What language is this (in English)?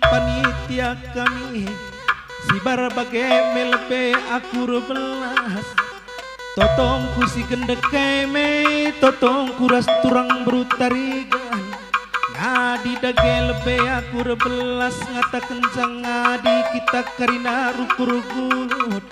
Batak Karo